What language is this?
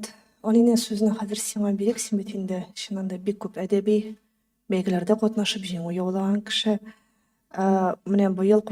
Tatar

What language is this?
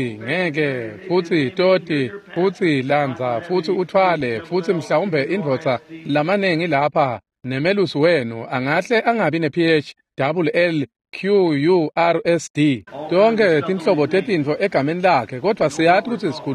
Swati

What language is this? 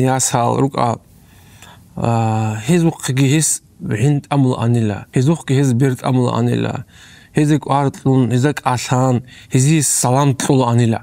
Avaric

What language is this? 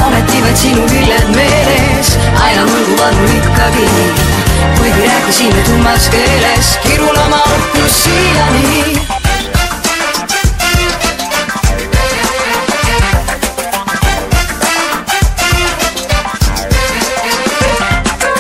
Estonian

